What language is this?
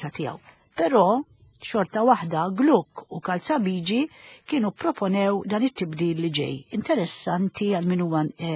Maltese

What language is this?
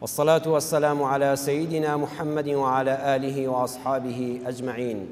Central Kurdish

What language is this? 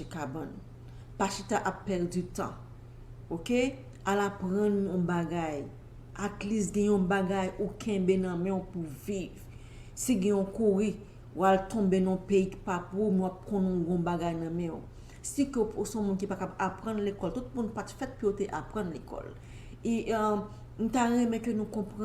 Haitian Creole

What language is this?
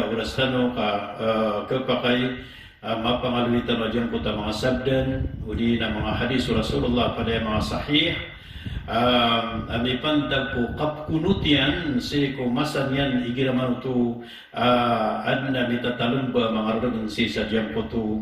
Maranao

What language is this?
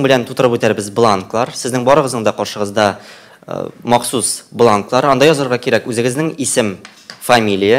Tatar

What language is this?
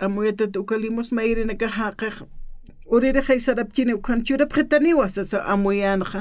Aymara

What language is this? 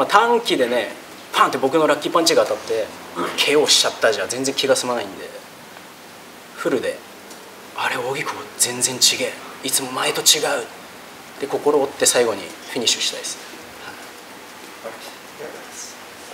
Japanese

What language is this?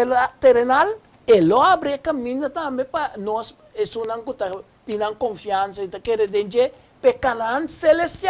Papiamento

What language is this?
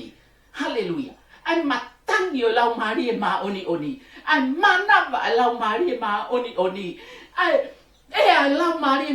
Tongan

